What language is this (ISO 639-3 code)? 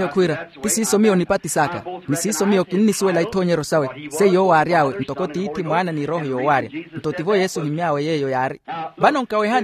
vmw